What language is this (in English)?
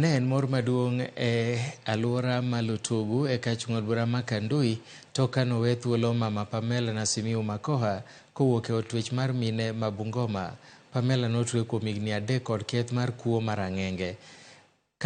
Luo (Kenya and Tanzania)